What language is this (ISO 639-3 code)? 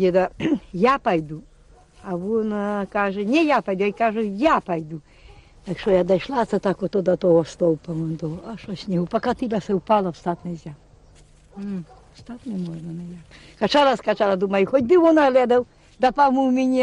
ukr